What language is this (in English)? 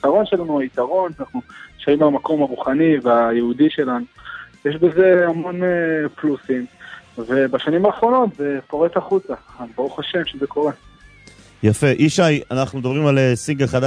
Hebrew